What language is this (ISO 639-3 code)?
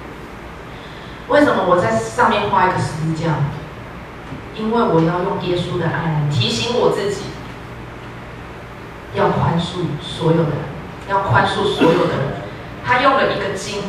zho